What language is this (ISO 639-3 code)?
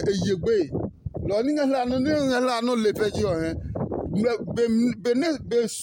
ada